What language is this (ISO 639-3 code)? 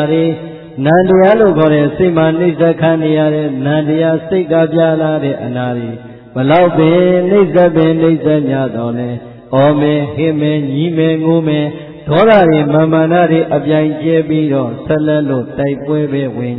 mya